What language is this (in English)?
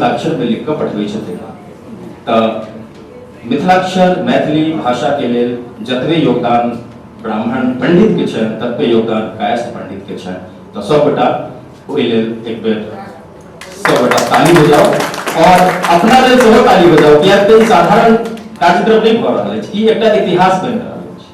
Maithili